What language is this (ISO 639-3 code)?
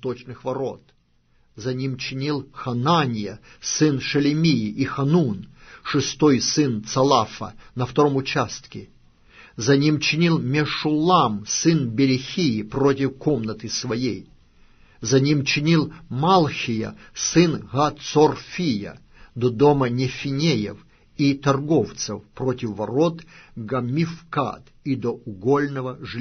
rus